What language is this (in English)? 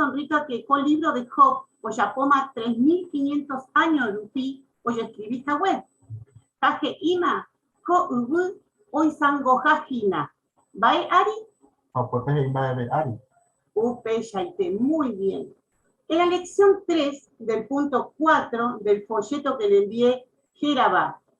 Guarani